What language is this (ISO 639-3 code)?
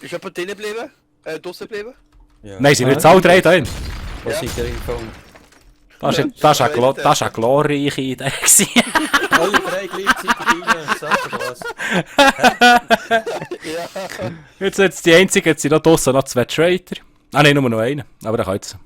gsw